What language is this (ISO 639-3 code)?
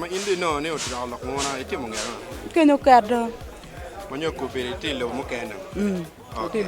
ach